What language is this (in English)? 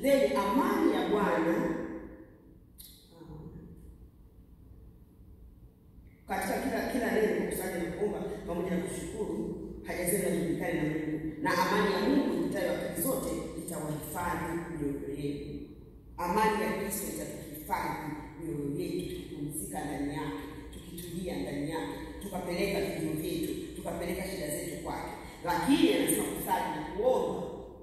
Swahili